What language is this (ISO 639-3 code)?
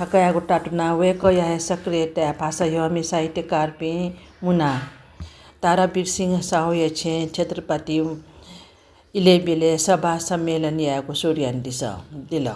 new